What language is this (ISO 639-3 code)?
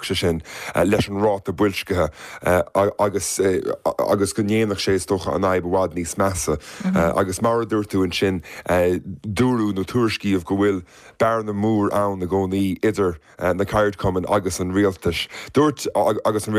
gle